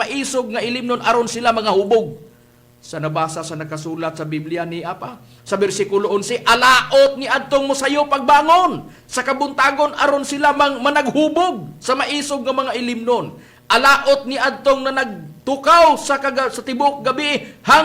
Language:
Cebuano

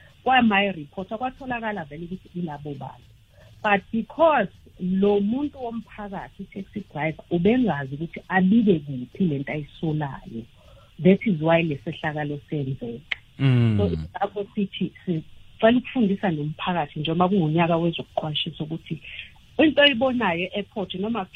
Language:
South Ndebele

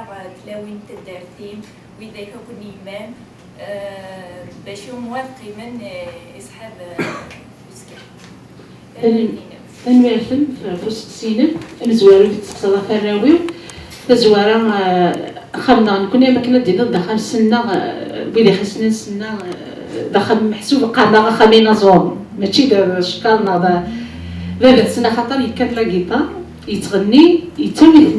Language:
Kabyle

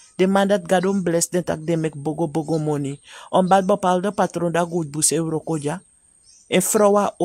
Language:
Sranan Tongo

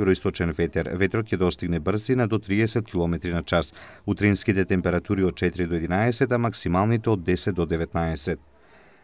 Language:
Macedonian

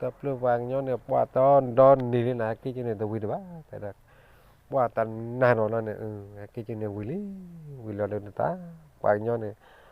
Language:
S'gaw Karen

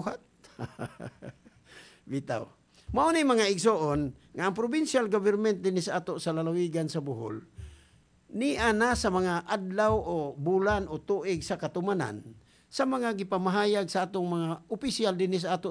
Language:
Cebuano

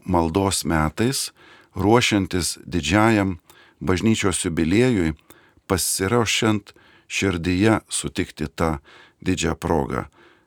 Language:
Lithuanian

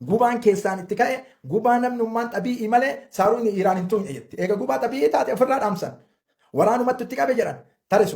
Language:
Oromo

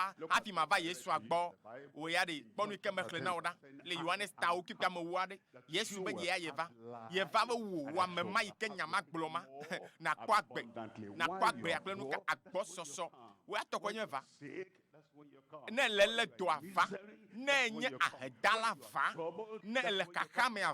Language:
Ewe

